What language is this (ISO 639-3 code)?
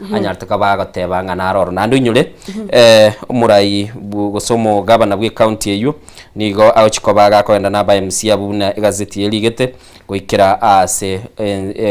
guz